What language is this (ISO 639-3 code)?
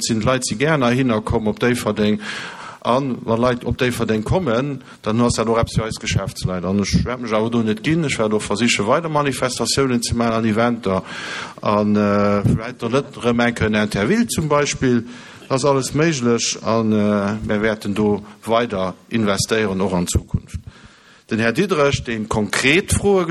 ltz